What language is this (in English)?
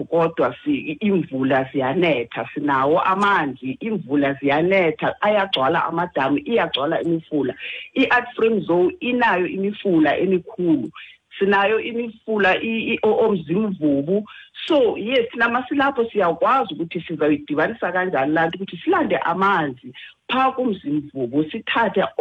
Xhosa